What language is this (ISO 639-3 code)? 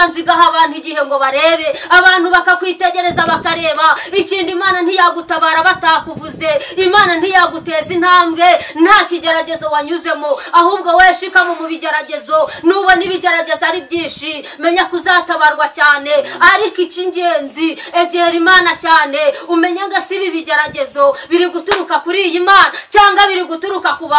kin